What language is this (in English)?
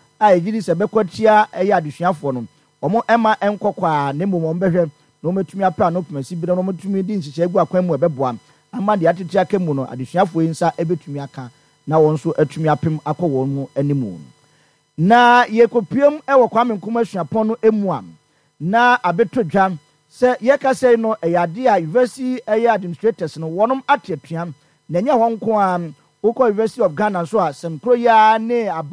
Akan